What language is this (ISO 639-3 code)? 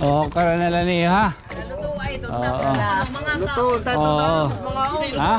war